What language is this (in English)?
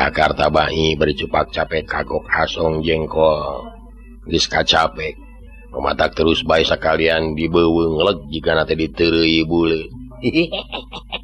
Sundanese